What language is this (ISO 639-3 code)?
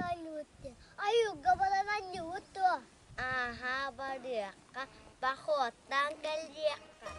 sah